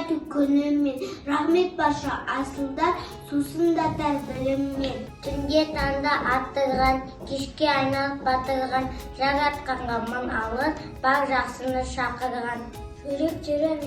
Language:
Kazakh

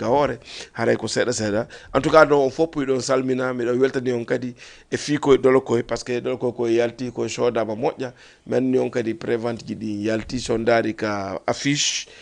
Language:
Fula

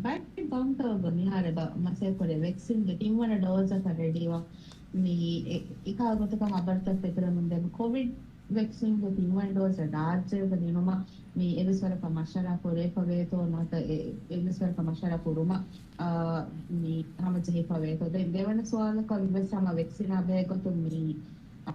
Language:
Divehi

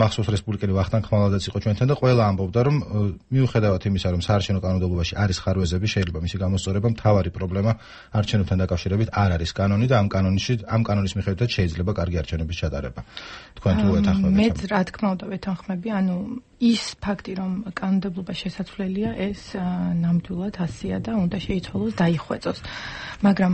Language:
Georgian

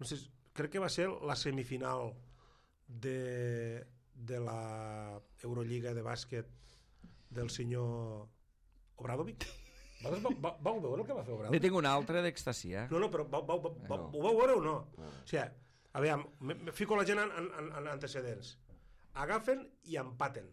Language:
Catalan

